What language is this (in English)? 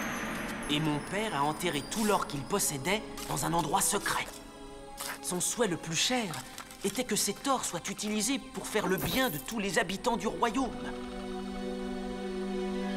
French